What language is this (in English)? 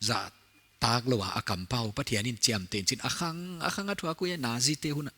Paite Chin